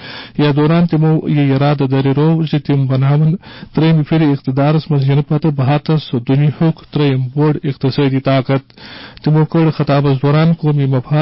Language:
Kashmiri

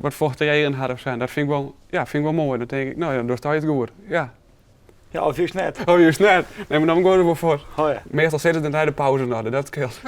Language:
Western Frisian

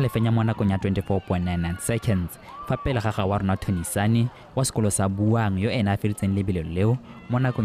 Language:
Tswana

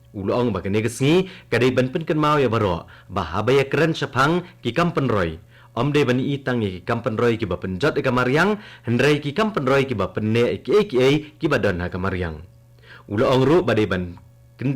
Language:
Khasi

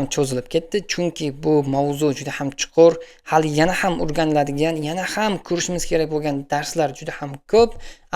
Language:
Uzbek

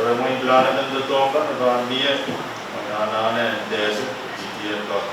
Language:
Pohnpeian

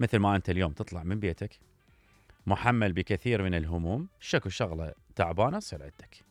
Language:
Mesopotamian Arabic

